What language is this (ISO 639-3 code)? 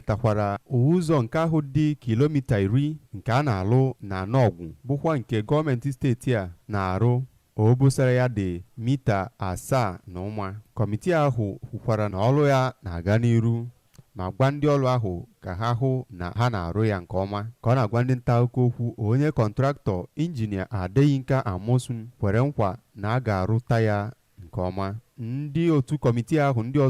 ibo